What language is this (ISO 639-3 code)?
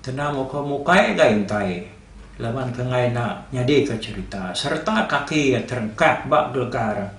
iba